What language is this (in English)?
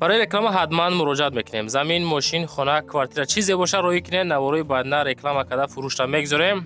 Tajik